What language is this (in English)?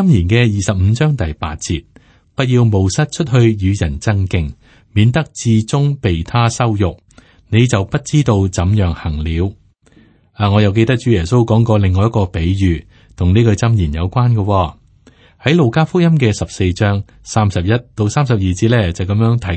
Cantonese